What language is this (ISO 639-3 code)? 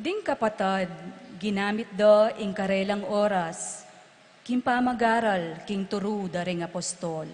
pam